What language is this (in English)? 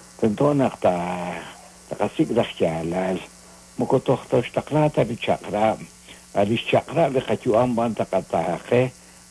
Kekchí